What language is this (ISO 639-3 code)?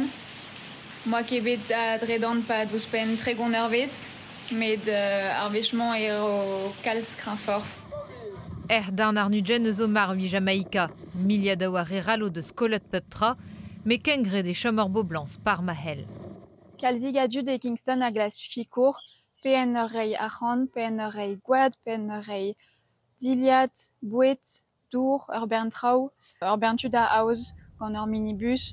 bre